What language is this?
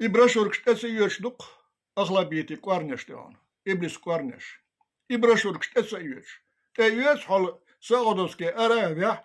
Chechen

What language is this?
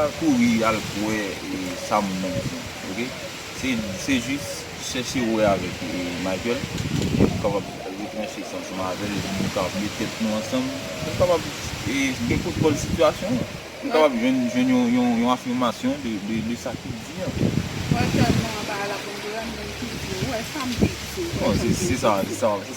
Haitian Creole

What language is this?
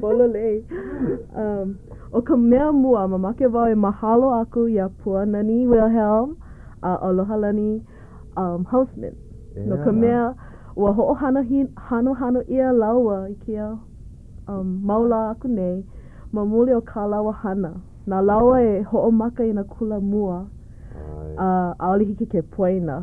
Hawaiian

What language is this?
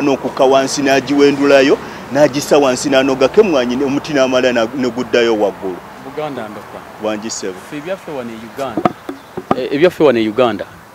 Ganda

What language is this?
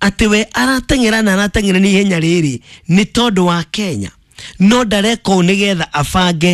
Kikuyu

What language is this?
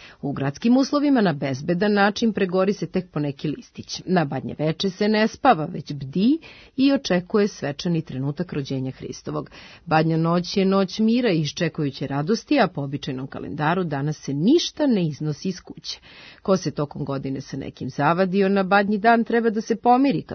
Serbian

